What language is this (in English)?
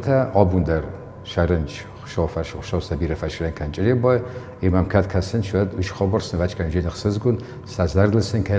Ossetic